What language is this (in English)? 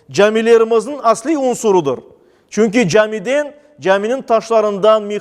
Crimean Tatar